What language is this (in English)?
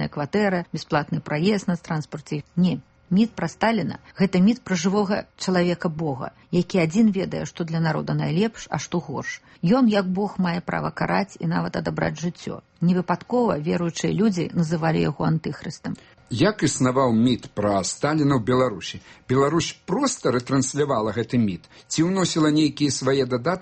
Belarusian